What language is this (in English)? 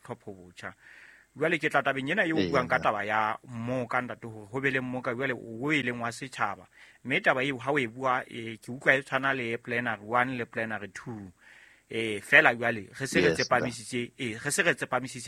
Southern Sotho